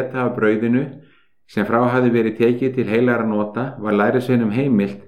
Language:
Icelandic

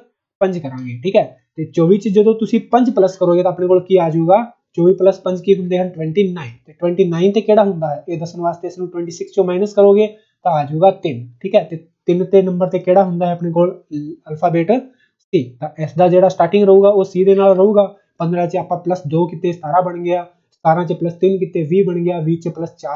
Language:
Punjabi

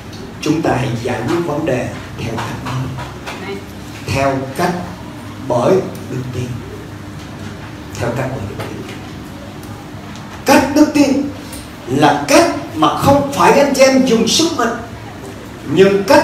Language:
Vietnamese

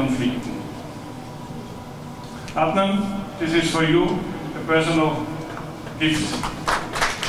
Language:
Bosnian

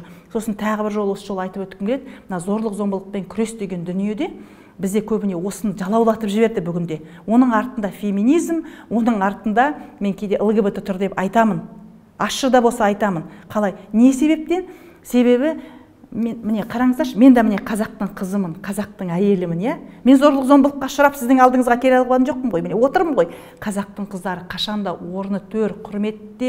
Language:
Kazakh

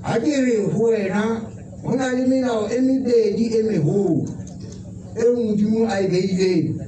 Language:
Southern Sotho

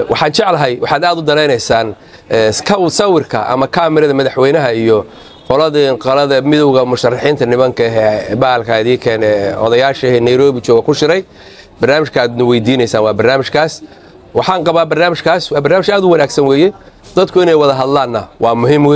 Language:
Somali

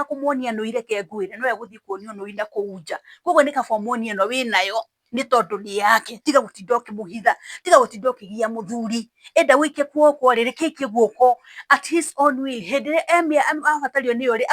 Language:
Kikuyu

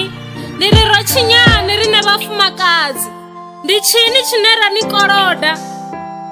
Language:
Venda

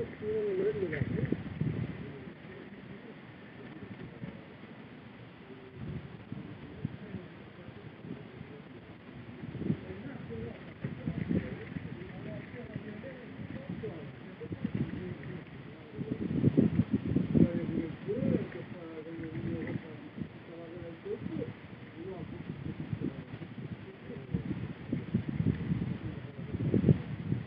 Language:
French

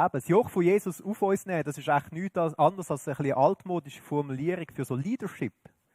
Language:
Swiss German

